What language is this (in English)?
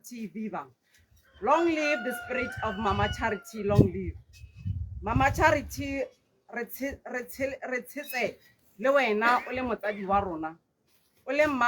Tswana